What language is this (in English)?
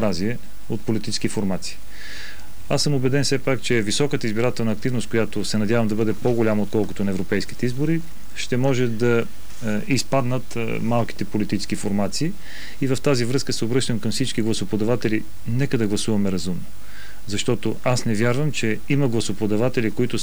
Bulgarian